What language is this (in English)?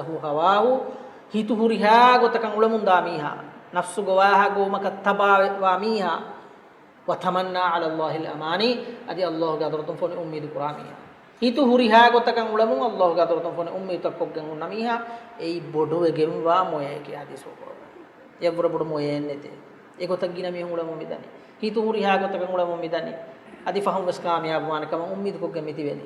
Divehi